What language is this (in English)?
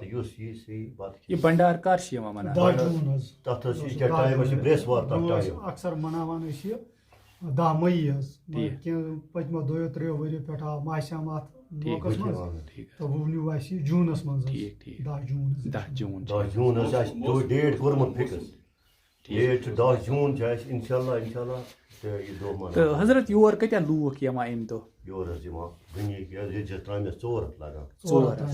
Kashmiri